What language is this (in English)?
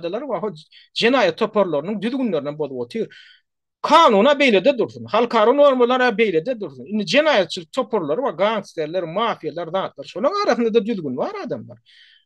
Turkmen